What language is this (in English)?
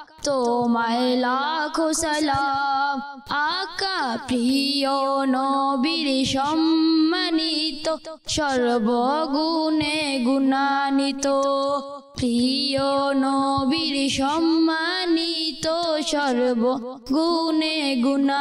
Bangla